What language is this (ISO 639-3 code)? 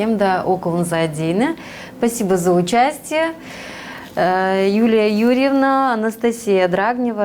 gag